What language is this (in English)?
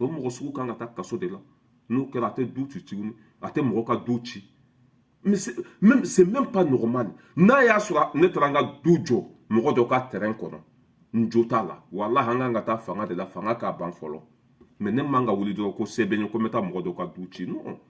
Bambara